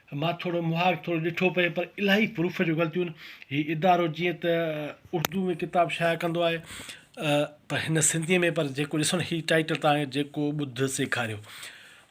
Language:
Sindhi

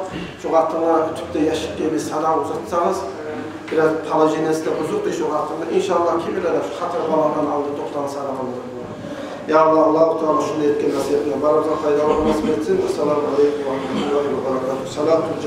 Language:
Kumyk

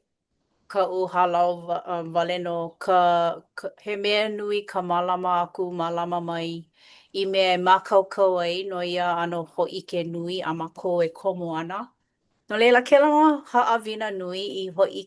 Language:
Hawaiian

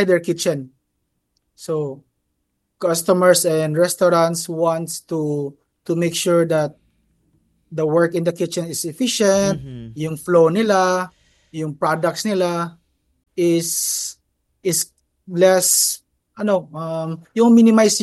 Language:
Filipino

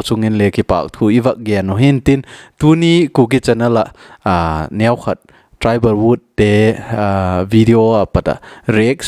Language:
Thado Chin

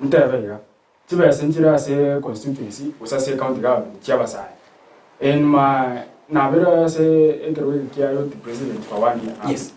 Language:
Gusii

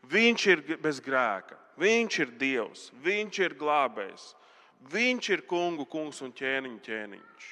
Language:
Latvian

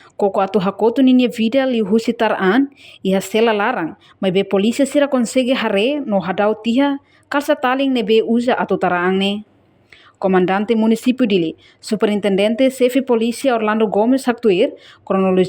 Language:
Tetum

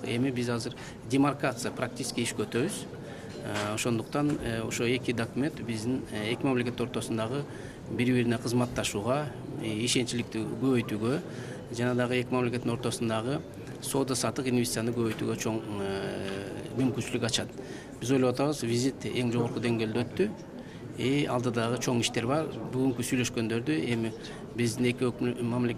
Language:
Kyrgyz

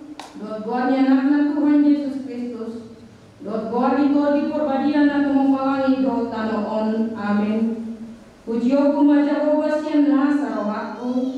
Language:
Batak Toba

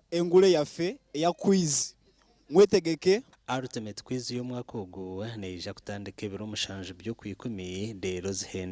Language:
Nyankole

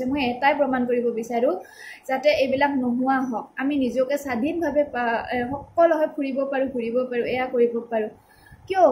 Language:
Assamese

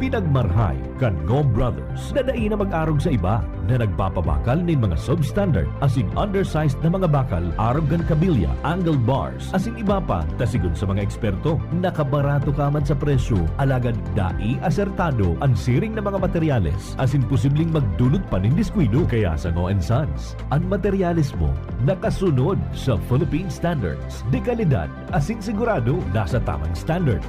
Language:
Bikol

